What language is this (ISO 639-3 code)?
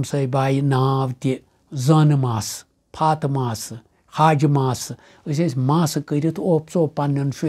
kas